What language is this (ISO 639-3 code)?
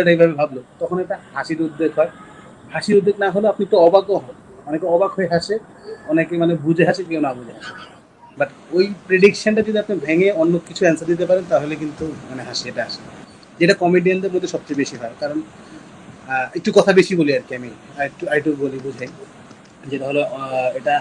ben